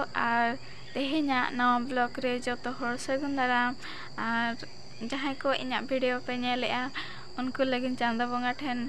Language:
Santali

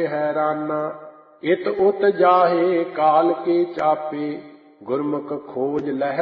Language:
Punjabi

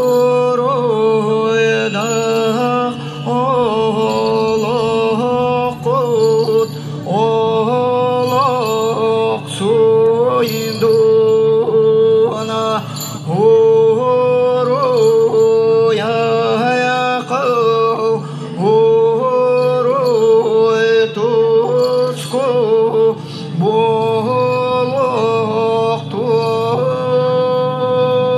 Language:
Yakut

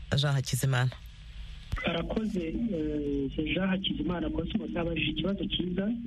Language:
Kinyarwanda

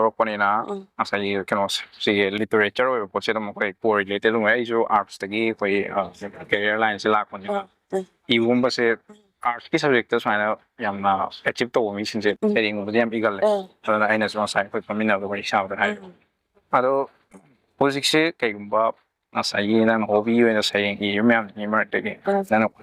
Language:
Manipuri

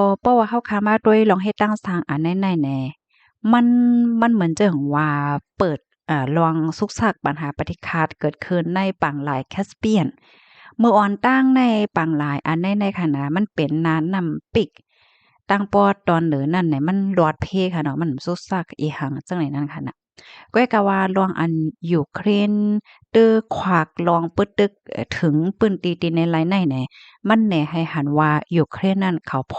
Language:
Shan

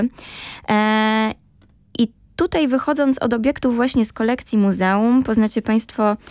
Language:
Polish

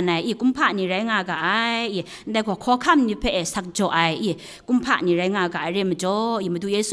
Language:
Kachin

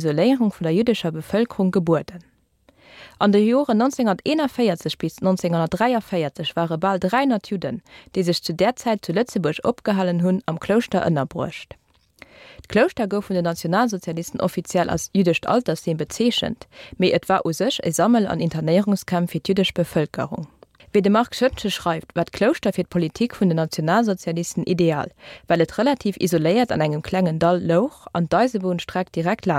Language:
Luxembourgish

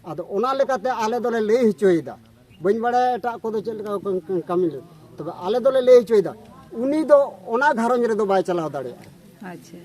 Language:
Santali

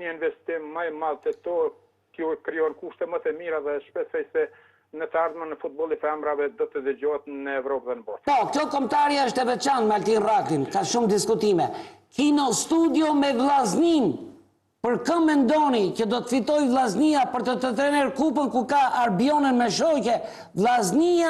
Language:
Albanian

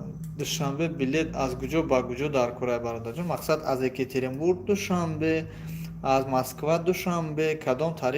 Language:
Tajik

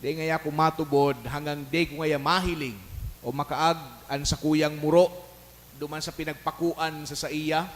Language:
Bikol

